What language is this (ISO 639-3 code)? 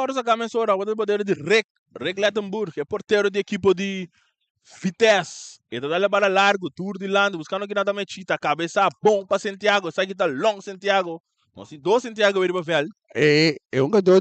pap